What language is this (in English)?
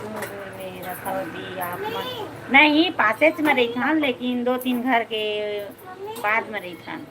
Chhattisgarhi